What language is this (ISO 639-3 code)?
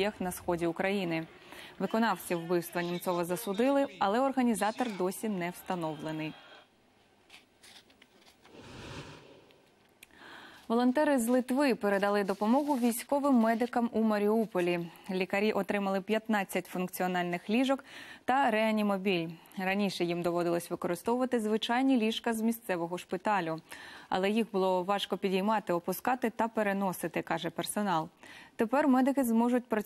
ukr